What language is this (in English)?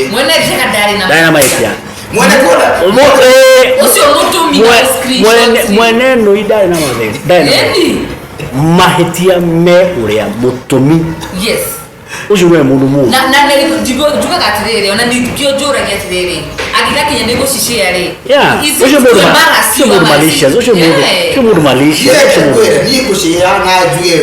Kikuyu